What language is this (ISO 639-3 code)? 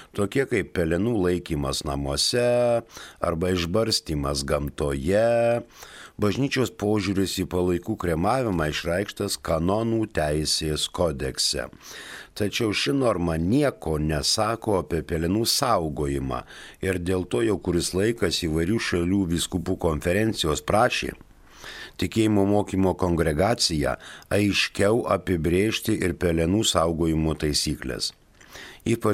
lit